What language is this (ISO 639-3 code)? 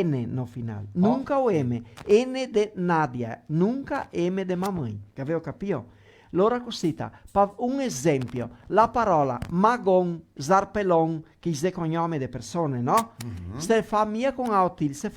vec